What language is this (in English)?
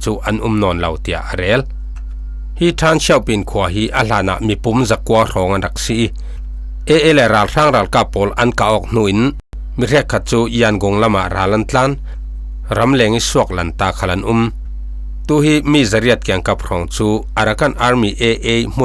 Falam Chin